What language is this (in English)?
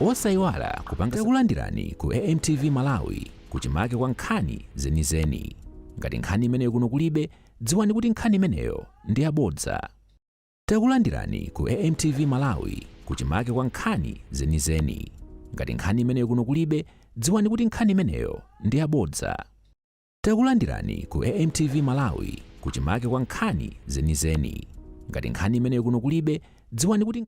Nyanja